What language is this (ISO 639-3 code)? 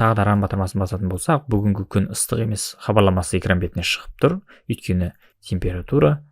kaz